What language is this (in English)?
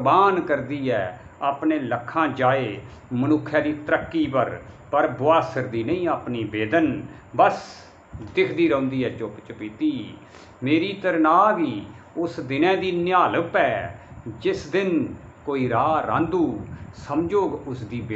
Dogri